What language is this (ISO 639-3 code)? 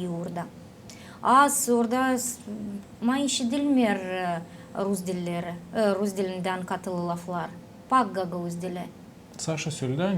gag